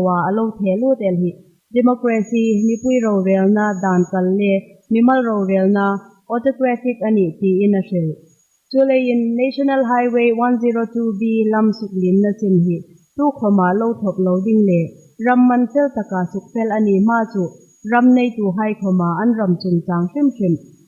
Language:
Hmar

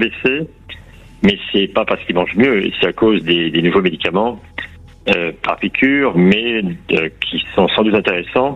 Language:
French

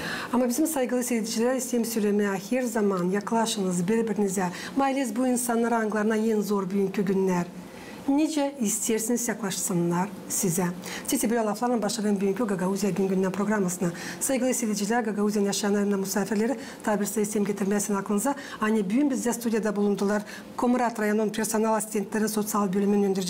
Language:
Gagauz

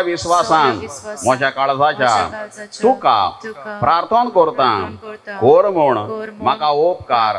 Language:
Konkani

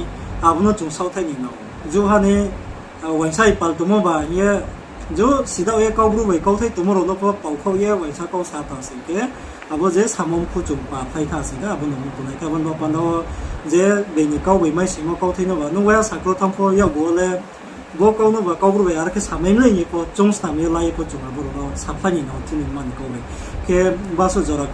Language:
Riang (India)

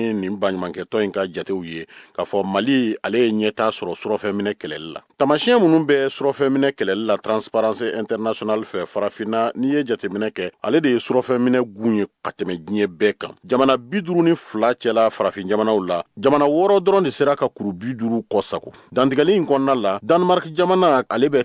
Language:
Bambara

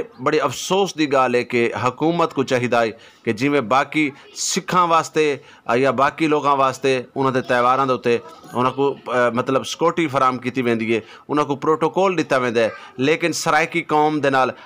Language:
Saraiki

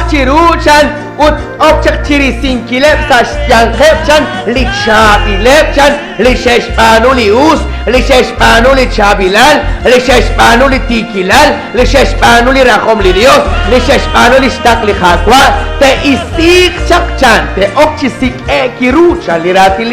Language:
Kekchí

